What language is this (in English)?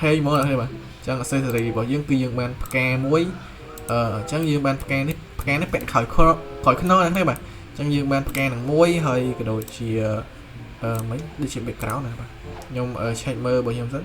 Khmer